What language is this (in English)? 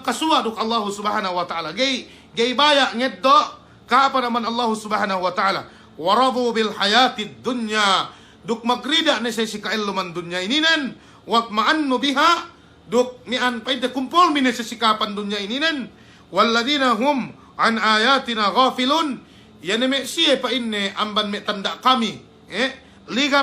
Yakan